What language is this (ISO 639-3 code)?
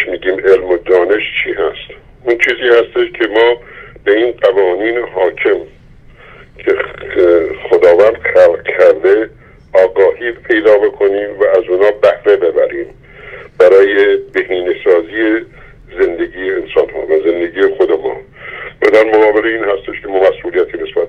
fas